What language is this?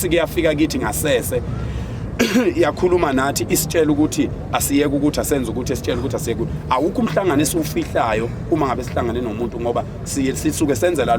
Zulu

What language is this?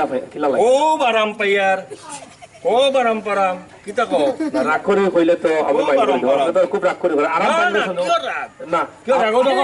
Sylheti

